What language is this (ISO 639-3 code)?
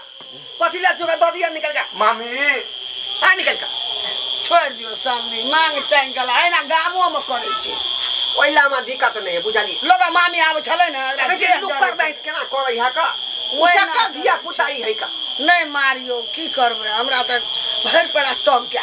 mai